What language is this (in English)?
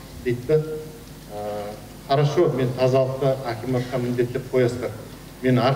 Kazakh